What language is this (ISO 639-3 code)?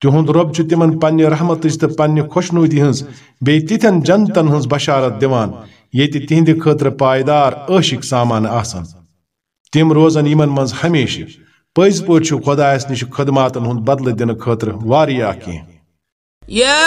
kas